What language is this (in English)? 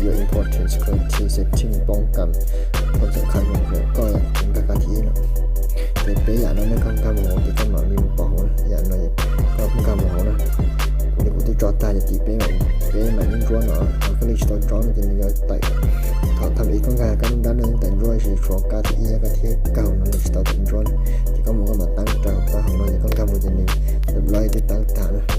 Hmong